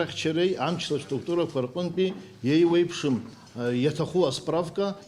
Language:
Abkhazian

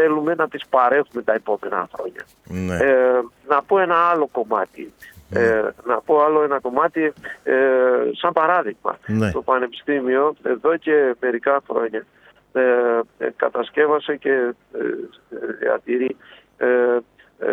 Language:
Greek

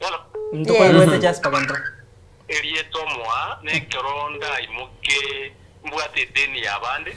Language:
Gusii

